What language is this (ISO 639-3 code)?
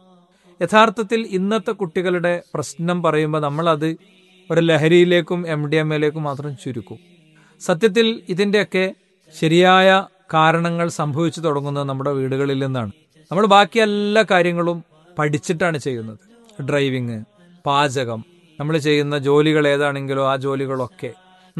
mal